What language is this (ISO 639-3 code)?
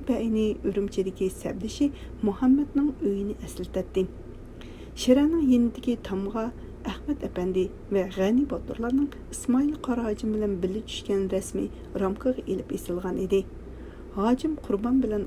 uig